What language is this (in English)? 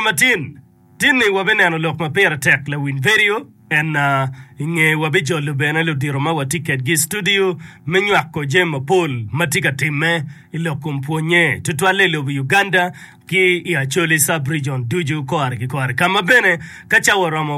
Acoli